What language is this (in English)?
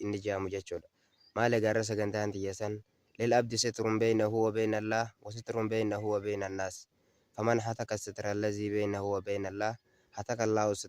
Oromo